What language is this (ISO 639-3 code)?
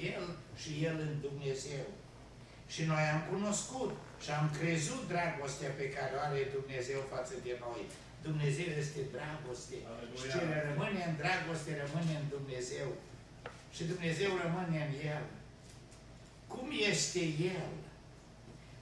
ron